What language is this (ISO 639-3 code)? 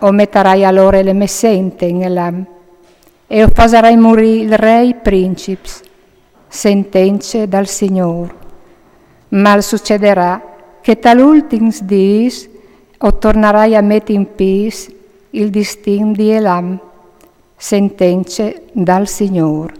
fur